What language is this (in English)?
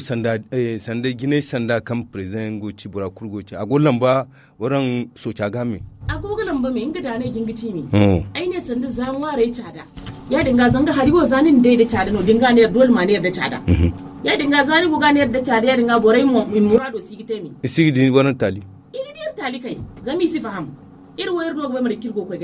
Zarma